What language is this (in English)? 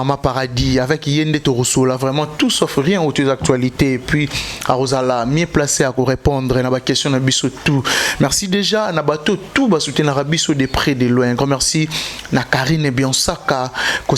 Lingala